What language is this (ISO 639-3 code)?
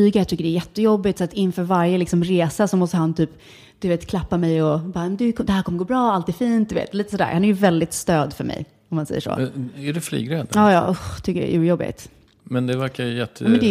swe